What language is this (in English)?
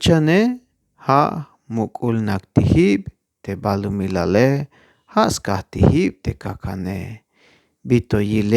Tzeltal